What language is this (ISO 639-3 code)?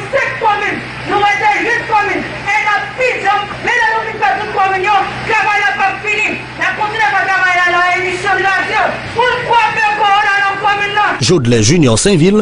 hat